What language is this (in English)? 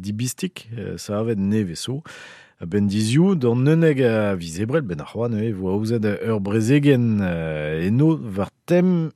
Breton